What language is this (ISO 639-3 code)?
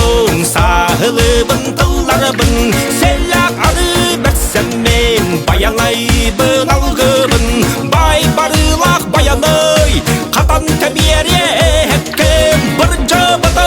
sah